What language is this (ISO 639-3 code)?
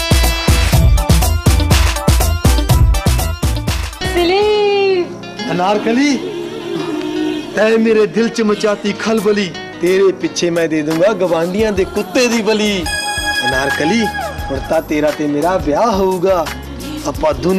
pan